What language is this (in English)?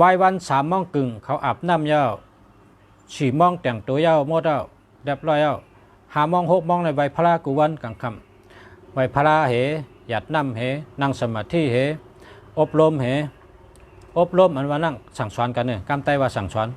Shan